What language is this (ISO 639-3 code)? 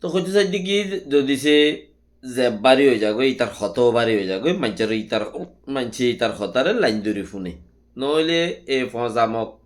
rhg